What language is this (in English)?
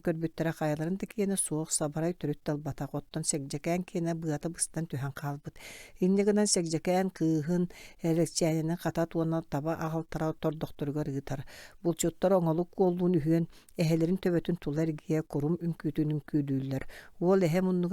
Yakut